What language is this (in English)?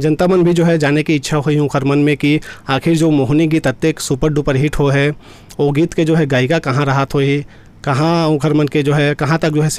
Chhattisgarhi